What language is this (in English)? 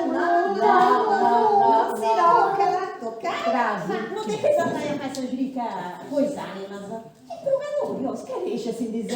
Sardinian